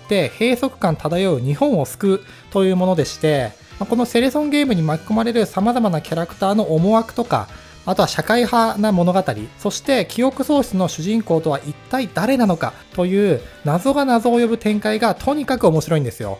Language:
Japanese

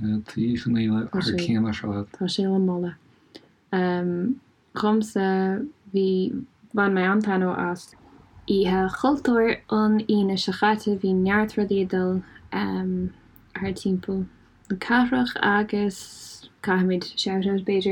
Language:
Irish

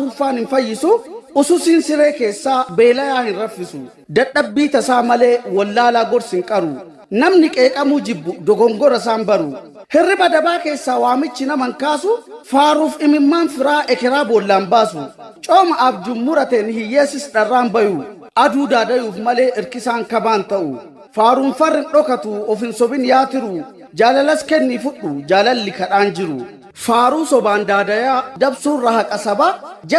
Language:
Oromo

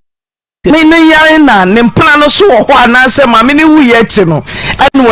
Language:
Akan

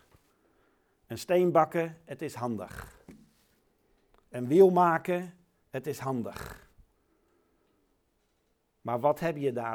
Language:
Dutch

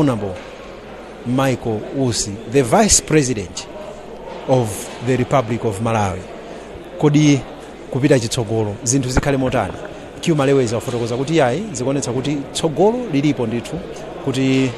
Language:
Nyanja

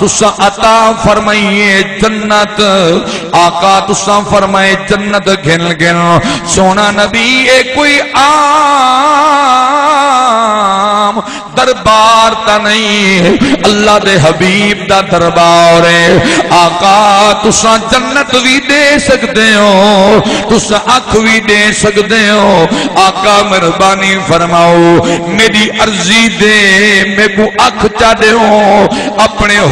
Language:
Saraiki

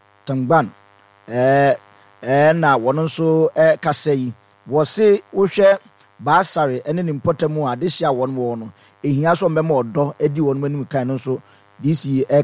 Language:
Akan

